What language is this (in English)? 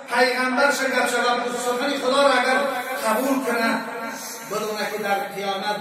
Tajik